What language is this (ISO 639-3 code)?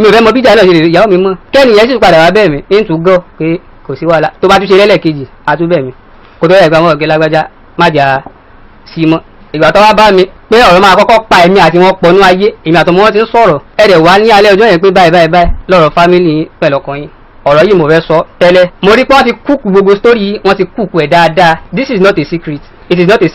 yor